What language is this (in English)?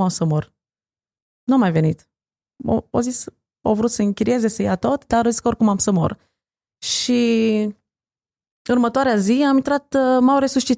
Romanian